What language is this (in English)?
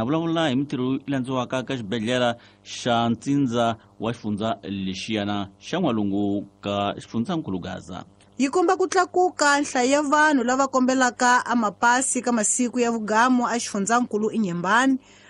Tsonga